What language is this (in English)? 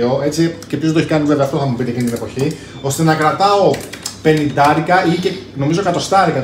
Greek